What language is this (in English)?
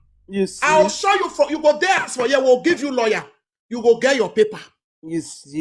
Nigerian Pidgin